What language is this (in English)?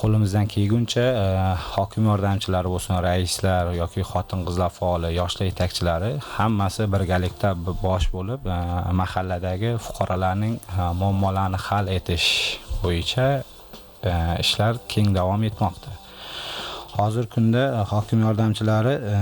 Uzbek